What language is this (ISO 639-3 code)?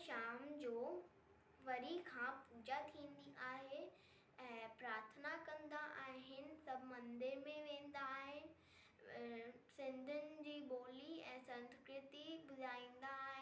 snd